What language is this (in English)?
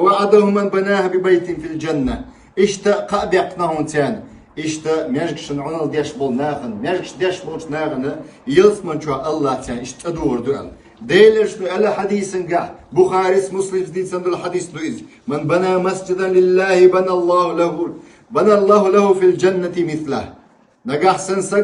Chechen